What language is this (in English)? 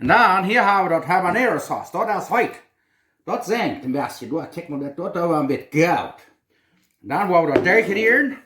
Plautdietsch